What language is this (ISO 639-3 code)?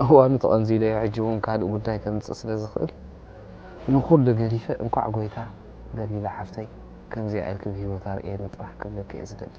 tir